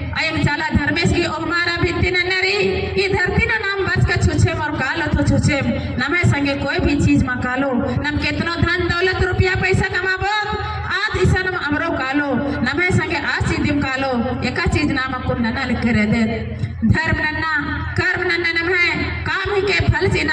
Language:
Kurukh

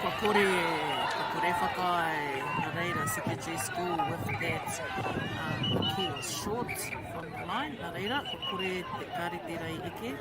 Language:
Māori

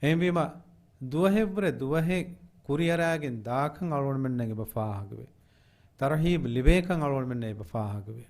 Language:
Divehi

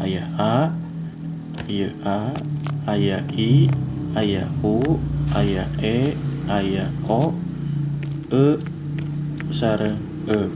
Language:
Sundanese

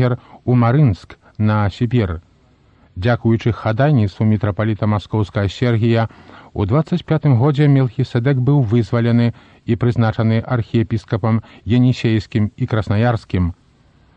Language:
Belarusian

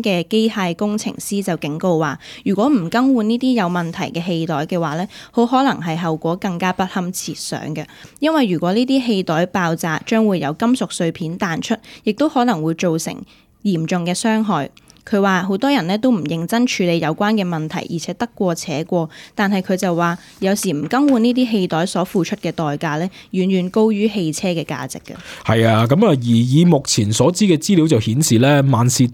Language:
Cantonese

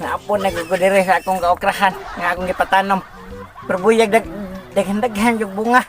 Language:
Cebuano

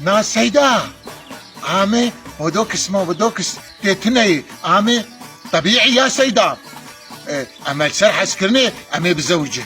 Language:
Kurdish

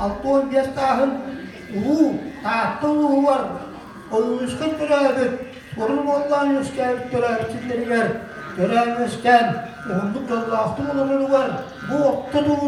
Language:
Yakut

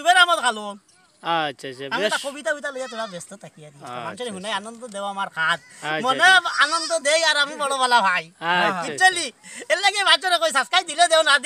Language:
Sylheti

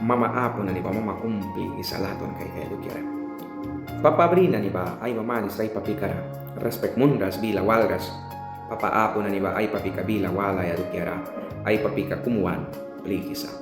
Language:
Mískito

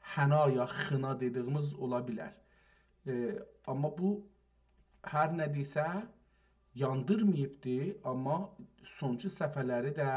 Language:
South Azerbaijani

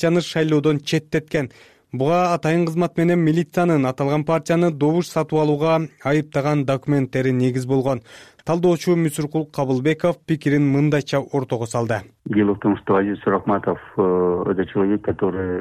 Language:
Kyrgyz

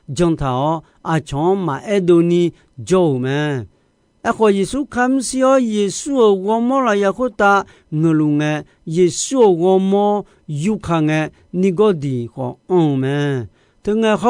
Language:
Akha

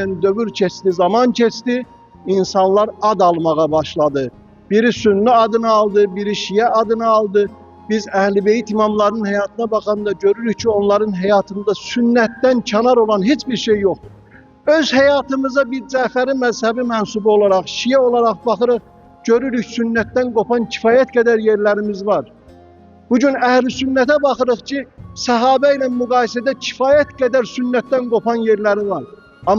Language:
Azerbaijani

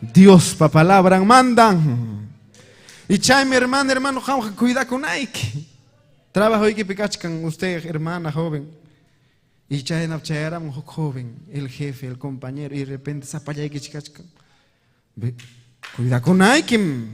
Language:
Ayacucho Quechua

